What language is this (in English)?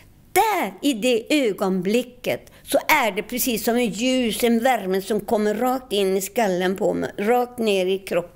Swedish